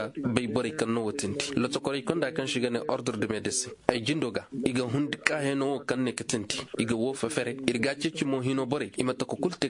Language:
Koyraboro Senni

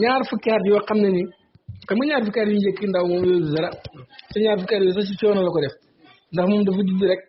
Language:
Wolof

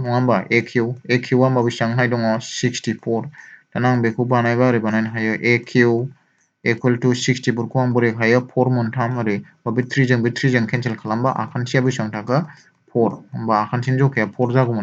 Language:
Bodo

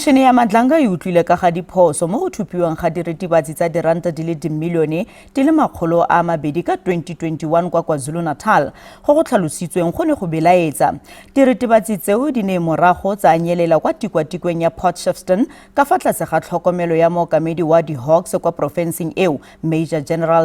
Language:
Tswana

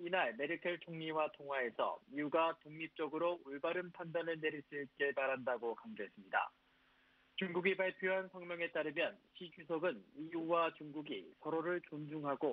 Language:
Korean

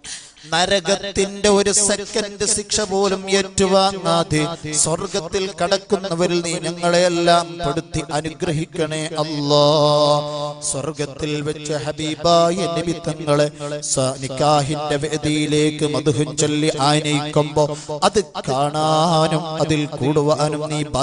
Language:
Malayalam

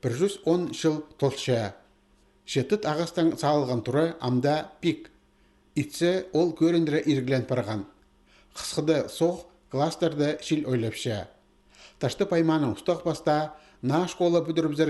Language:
Khakas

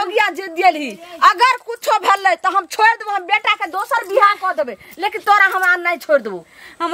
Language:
Maithili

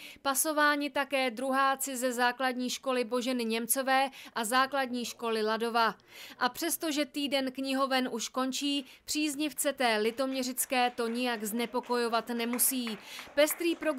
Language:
Czech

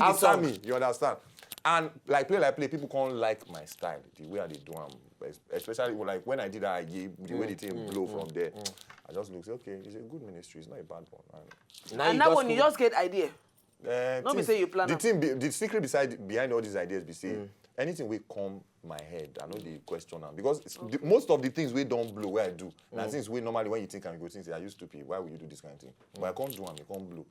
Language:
Nigerian Pidgin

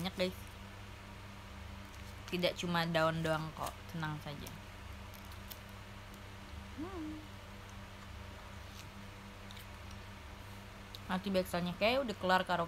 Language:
Indonesian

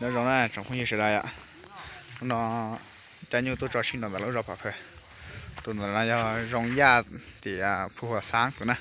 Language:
Hmong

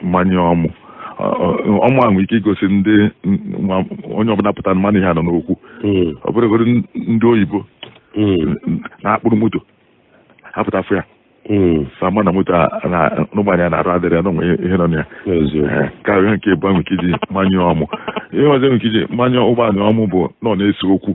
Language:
Igbo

